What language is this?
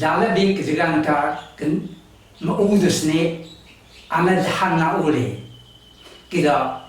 Taroko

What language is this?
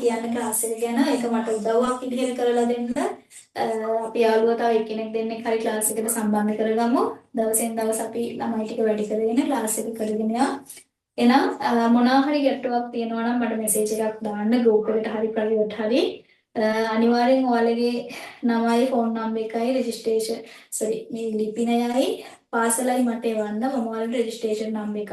Sinhala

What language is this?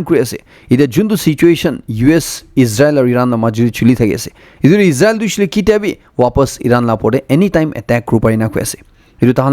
Naga Pidgin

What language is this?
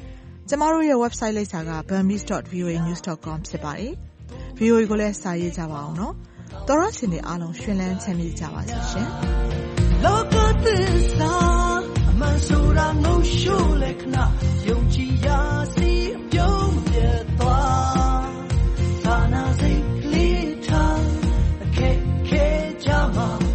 Burmese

